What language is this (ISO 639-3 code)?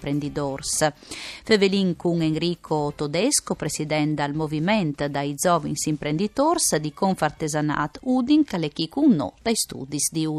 fur